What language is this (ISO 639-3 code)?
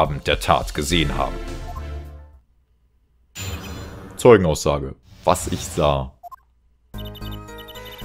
deu